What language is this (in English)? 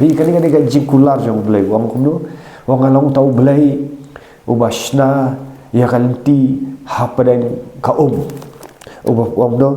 Khasi